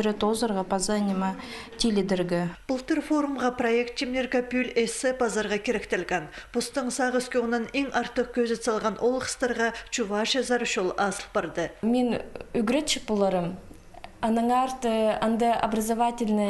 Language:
Khakas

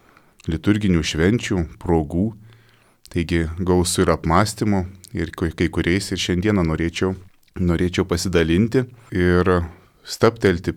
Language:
Lithuanian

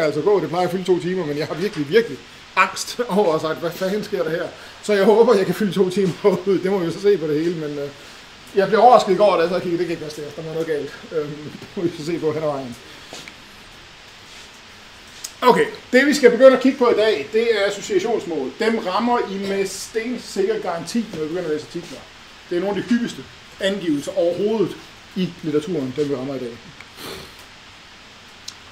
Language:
Danish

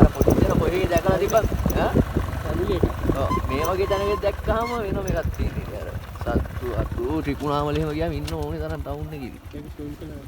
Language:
Sinhala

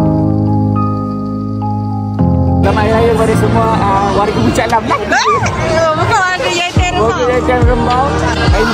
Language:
Malay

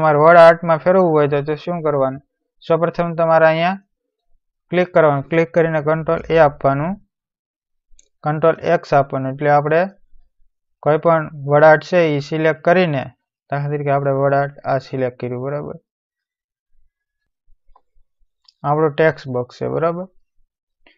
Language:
Gujarati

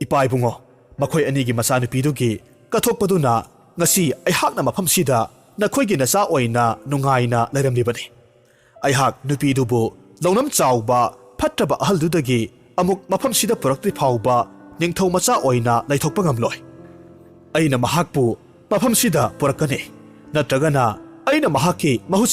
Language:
Manipuri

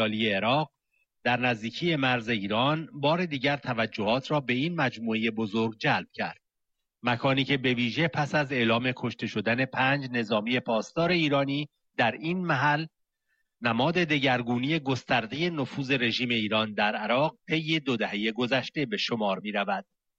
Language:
Persian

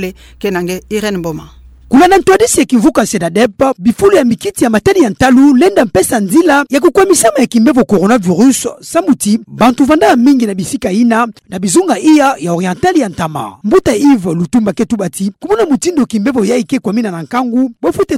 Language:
Kituba (Democratic Republic of Congo)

